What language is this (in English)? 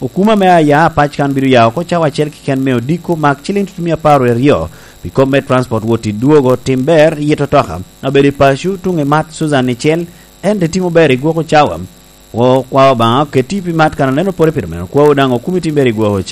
Lango (Uganda)